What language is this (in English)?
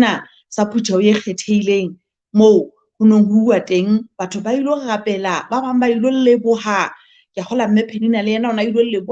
Southern Sotho